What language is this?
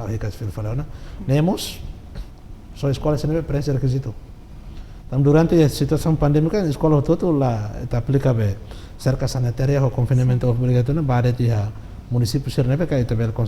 Tetum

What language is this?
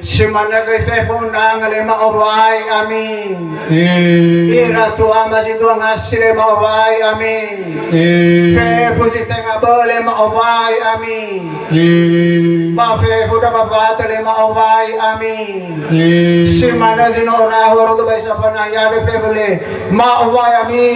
Nias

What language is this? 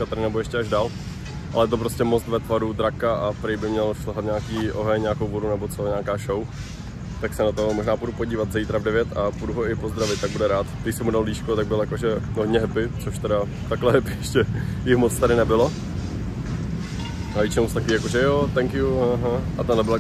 Czech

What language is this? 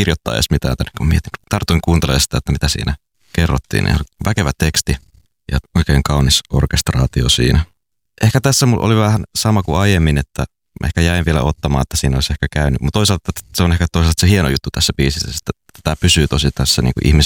Finnish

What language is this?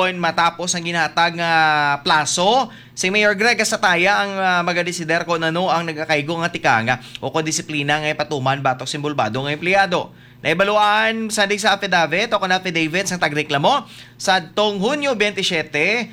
Hiligaynon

